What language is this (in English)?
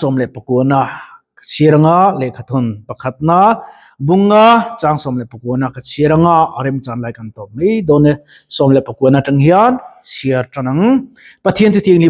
Mizo